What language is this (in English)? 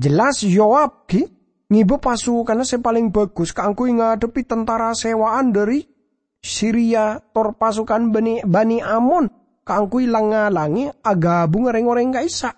Madurese